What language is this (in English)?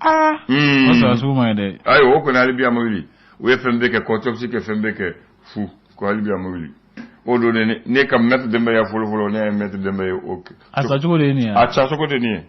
Bambara